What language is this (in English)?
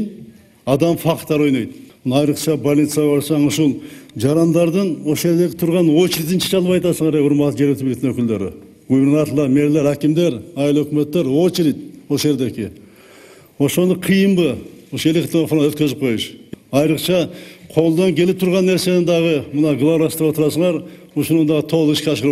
Kyrgyz